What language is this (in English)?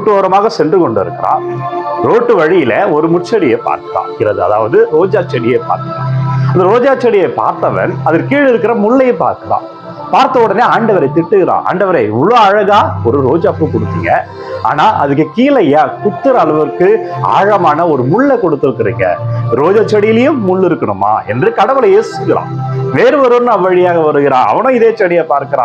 Tamil